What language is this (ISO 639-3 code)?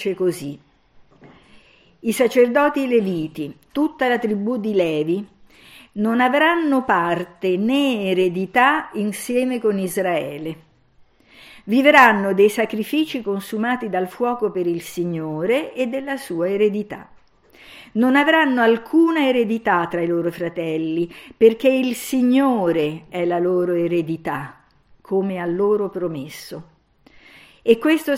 ita